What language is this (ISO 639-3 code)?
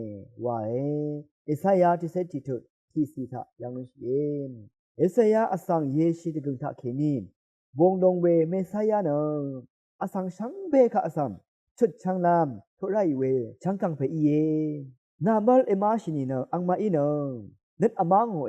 raw